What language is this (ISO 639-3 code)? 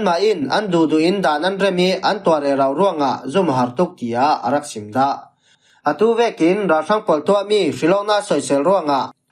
cfm